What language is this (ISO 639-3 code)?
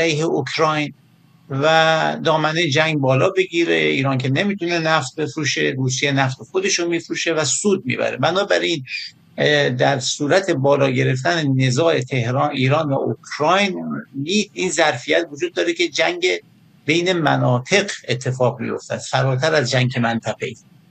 fas